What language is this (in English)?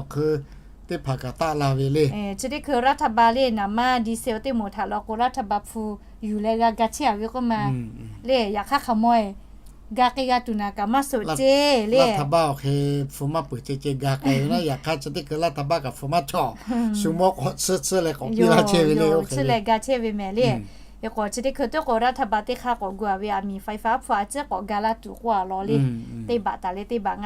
Lahu